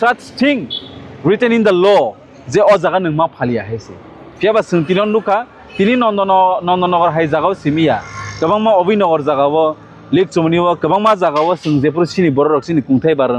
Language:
Kok Borok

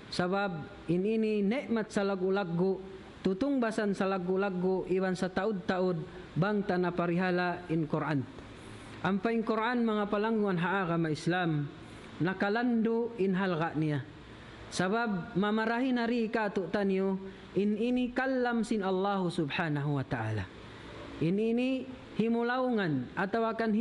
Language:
Tausug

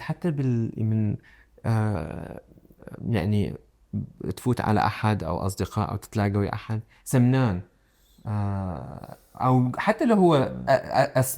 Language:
Mesopotamian Arabic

